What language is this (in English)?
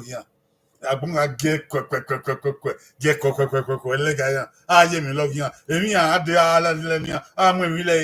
Bini